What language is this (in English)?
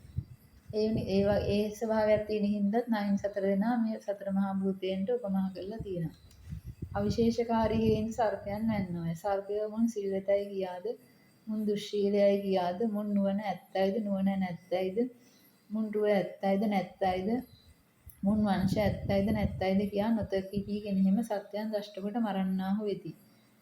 Sinhala